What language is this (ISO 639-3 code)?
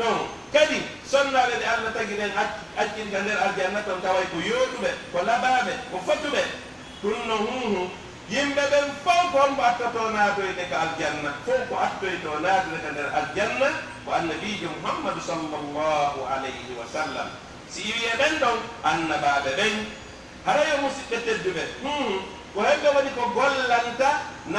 fuf